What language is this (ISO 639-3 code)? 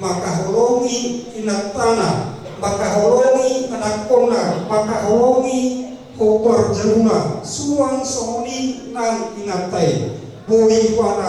bbc